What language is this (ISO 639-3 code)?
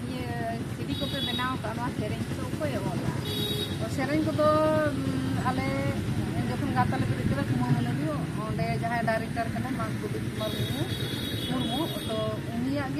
sat